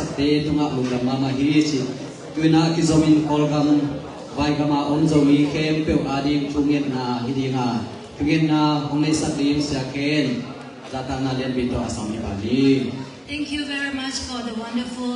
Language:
Tedim Chin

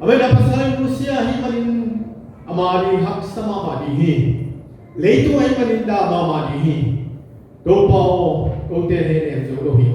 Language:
Tedim Chin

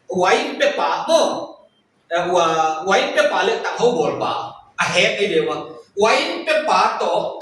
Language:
Paite Chin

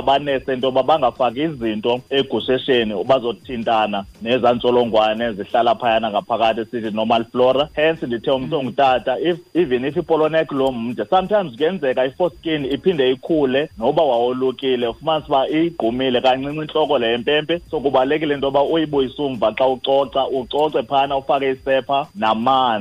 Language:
Xhosa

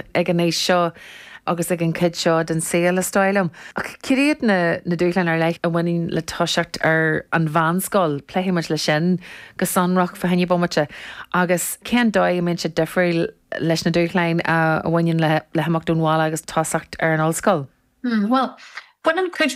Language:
Irish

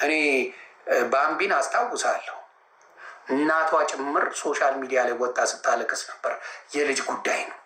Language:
Amharic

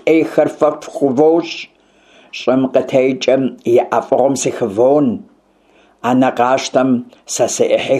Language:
Kabardian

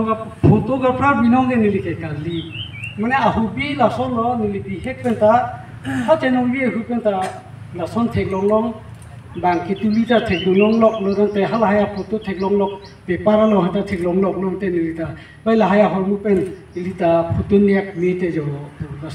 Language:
Karbi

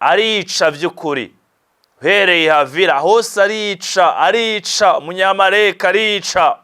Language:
Rundi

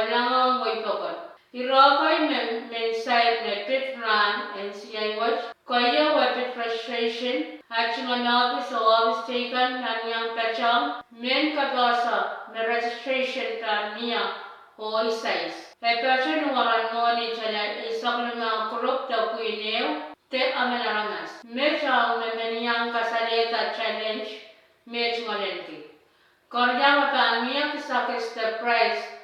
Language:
Pohnpeian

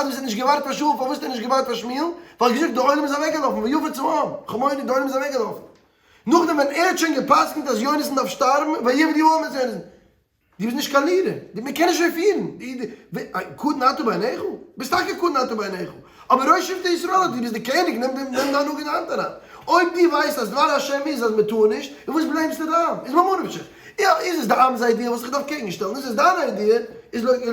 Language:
Yiddish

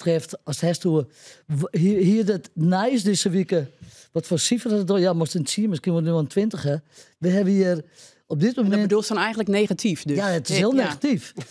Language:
Western Frisian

